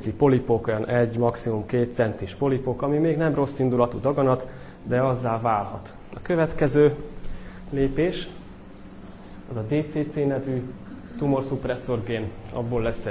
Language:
Hungarian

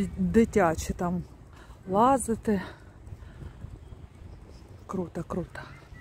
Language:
Ukrainian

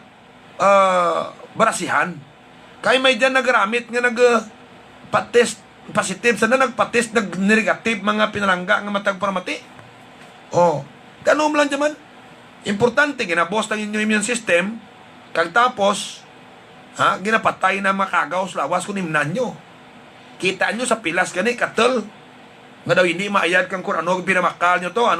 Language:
Hiligaynon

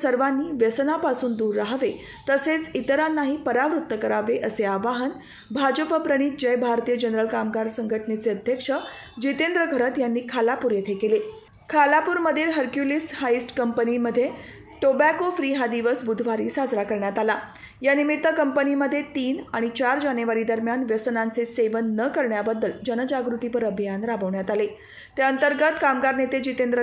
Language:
Marathi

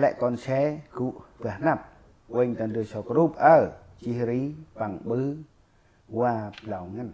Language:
Central Mnong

